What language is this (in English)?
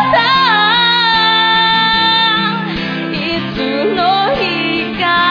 Japanese